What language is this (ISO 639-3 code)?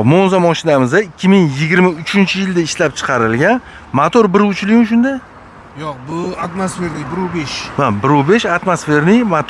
uzb